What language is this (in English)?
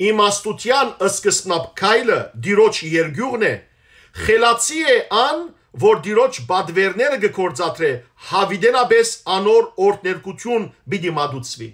Western Armenian